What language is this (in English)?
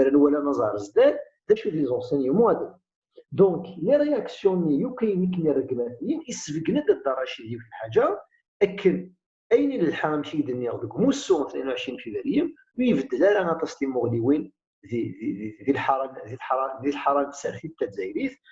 Kabyle